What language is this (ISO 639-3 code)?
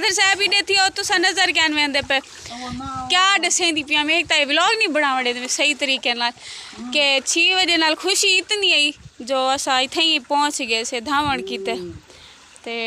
skr